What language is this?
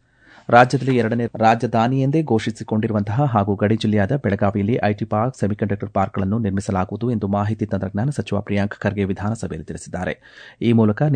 Kannada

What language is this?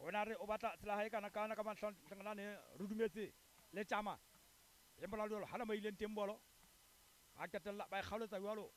Southern Sotho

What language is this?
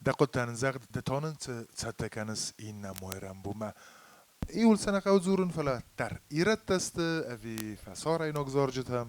Ossetic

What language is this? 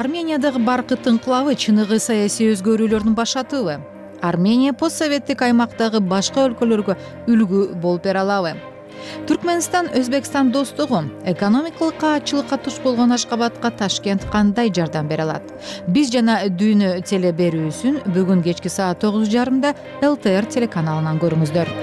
Kyrgyz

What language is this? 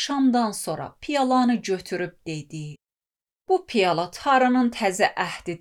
Azerbaijani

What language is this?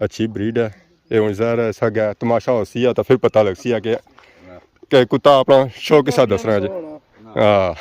Pahari-Potwari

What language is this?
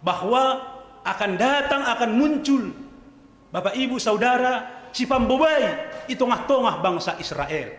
Batak Simalungun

